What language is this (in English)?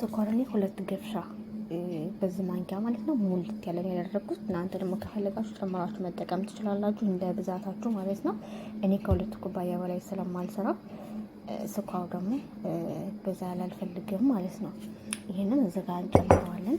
Amharic